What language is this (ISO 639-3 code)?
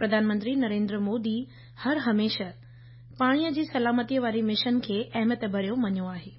snd